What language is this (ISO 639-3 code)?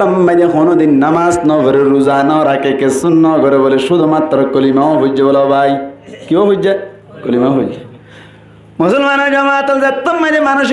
rhg